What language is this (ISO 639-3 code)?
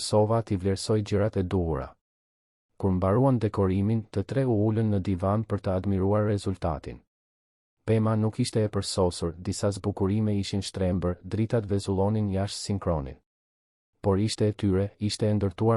sqi